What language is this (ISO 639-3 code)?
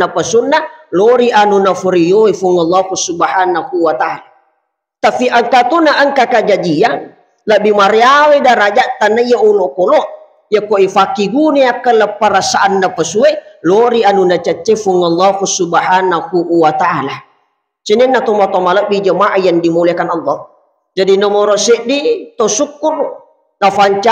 bug